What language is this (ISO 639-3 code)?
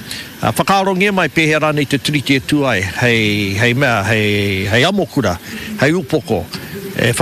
mri